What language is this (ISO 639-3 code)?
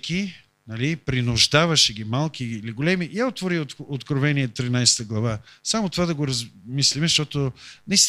bul